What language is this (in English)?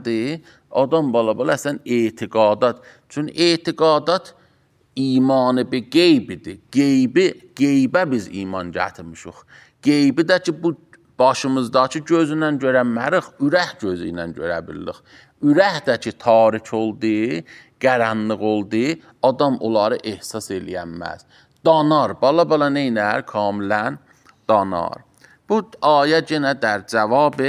Azerbaijani